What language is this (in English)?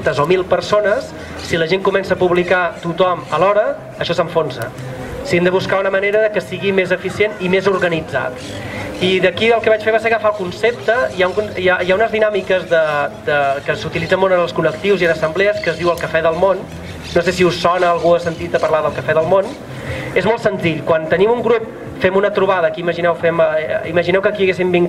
Catalan